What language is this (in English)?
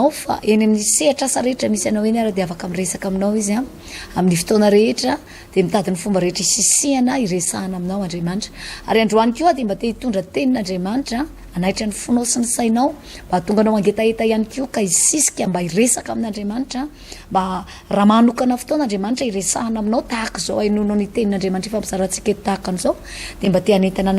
Malagasy